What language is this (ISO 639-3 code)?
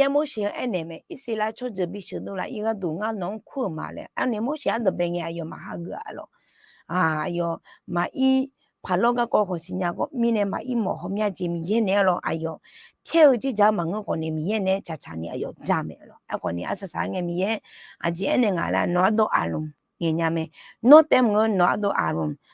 ahk